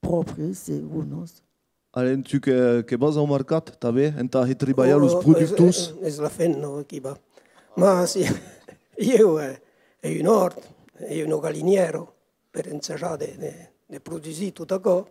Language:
Occitan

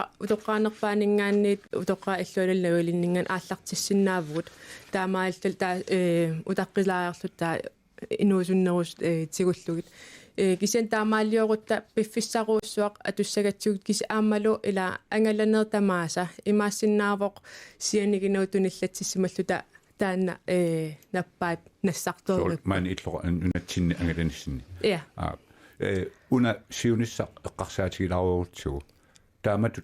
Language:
Kalaallisut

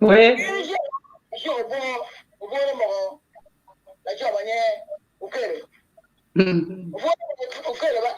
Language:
Acoli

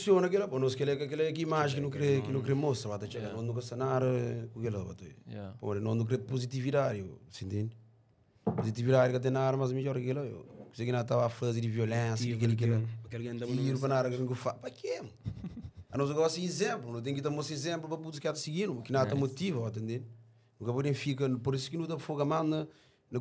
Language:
Kabuverdianu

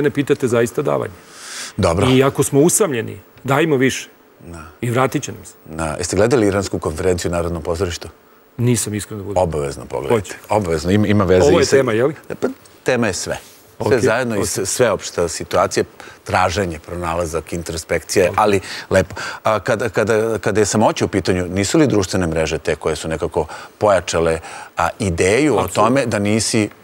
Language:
Serbian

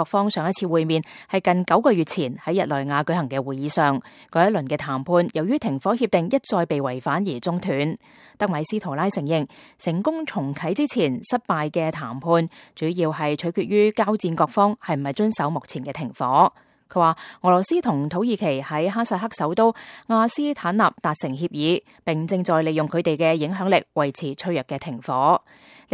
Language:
Cantonese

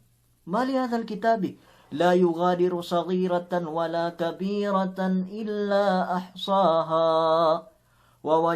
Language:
Yakan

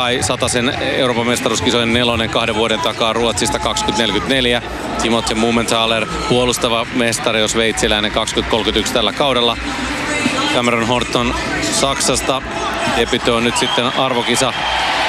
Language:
Finnish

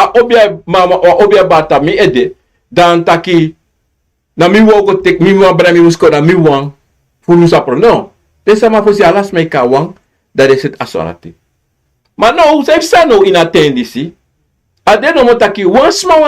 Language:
Sranan Tongo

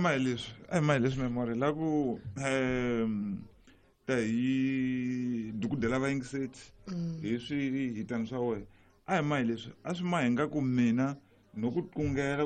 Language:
Tsonga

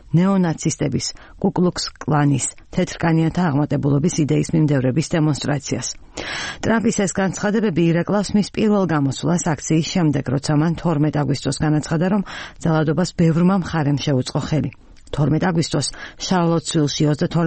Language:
Georgian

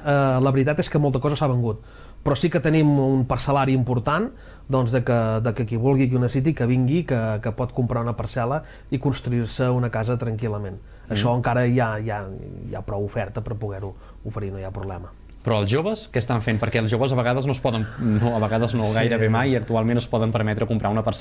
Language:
Catalan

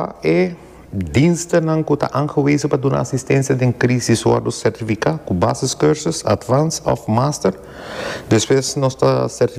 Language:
Papiamento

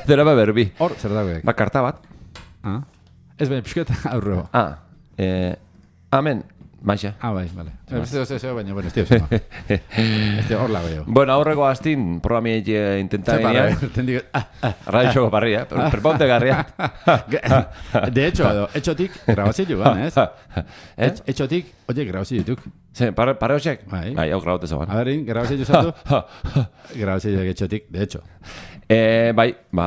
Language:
Basque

